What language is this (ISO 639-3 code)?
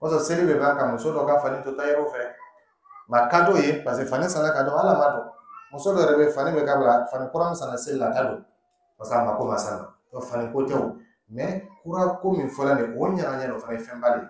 dyu